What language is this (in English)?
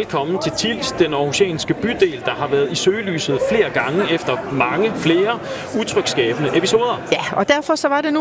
Danish